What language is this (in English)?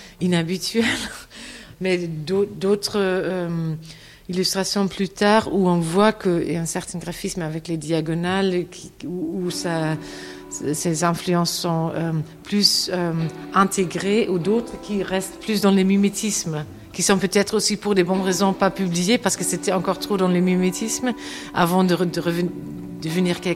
French